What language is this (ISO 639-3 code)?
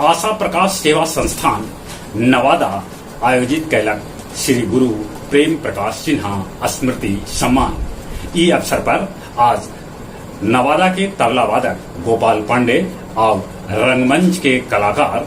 mag